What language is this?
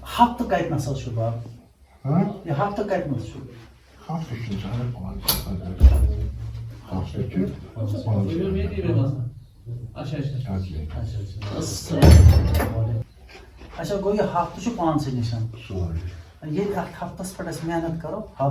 Kashmiri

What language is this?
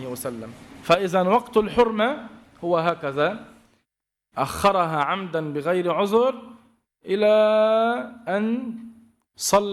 Arabic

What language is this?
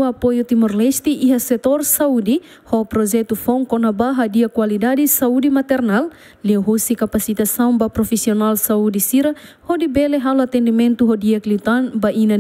Tetum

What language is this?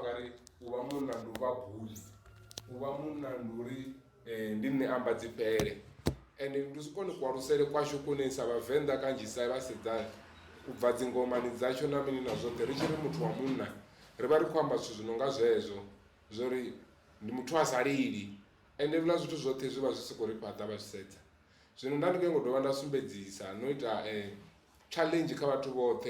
Venda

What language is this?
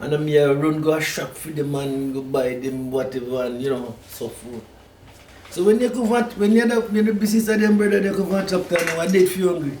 Jamaican Creole English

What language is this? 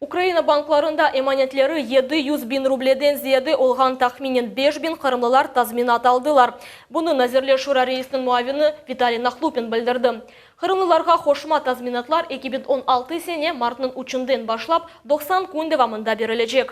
Crimean Tatar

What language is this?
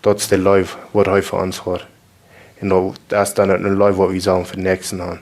Plautdietsch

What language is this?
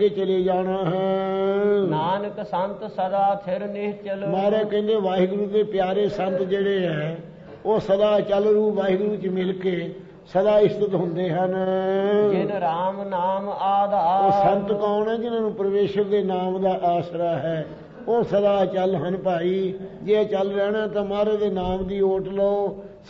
Punjabi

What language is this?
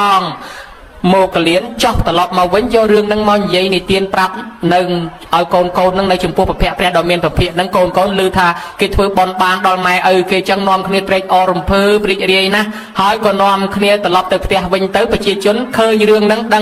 Khmer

